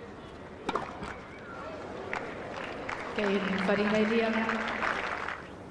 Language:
Arabic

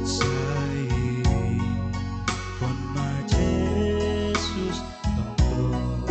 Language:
Batak Simalungun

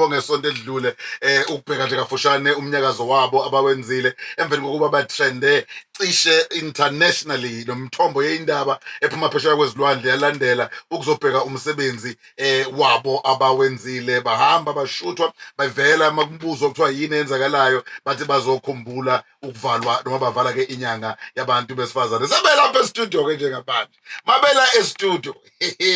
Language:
Zulu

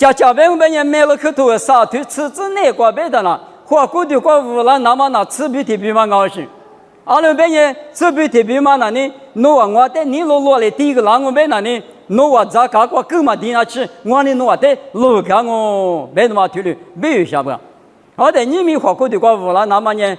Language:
Lisu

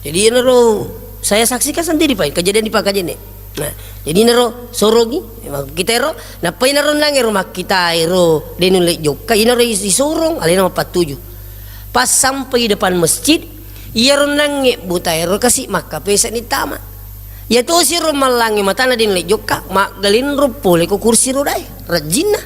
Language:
Buginese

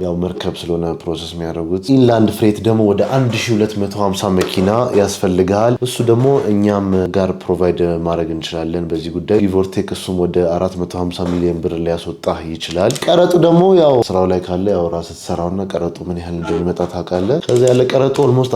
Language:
Amharic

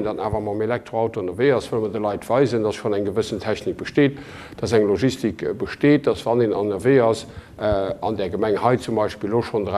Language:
Luxembourgish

